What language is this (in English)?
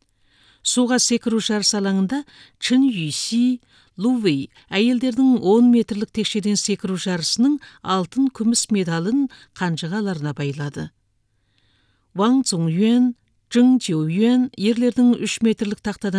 Kazakh